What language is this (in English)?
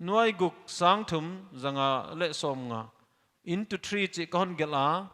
Paite Chin